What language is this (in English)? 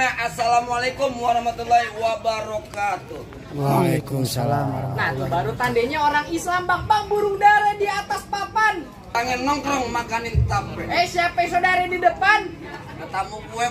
Betawi